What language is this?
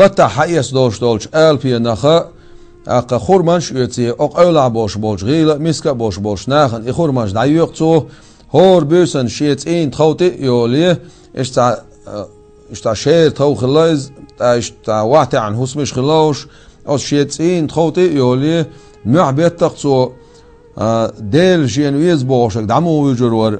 Chechen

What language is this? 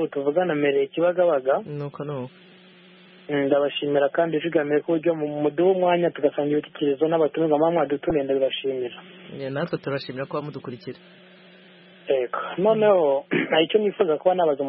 Kinyarwanda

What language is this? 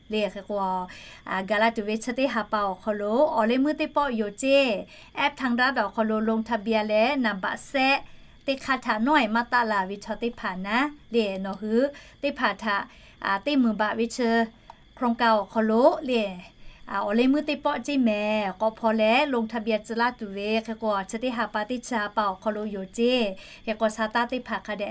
Lahu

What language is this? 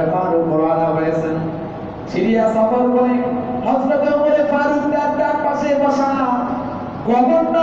Bangla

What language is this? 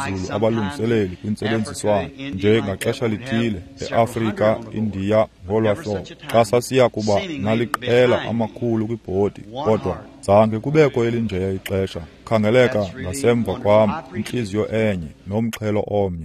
Xhosa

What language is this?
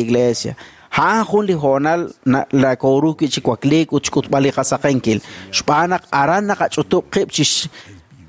Kekchí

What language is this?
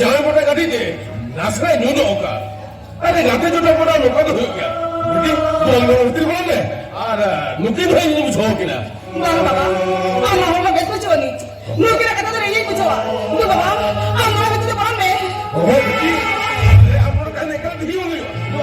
Santali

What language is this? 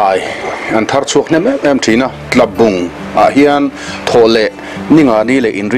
Mizo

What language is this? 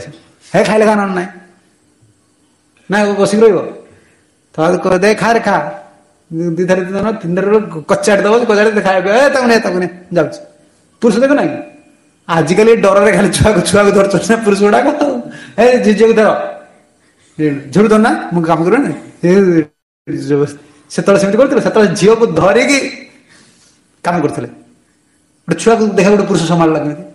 Odia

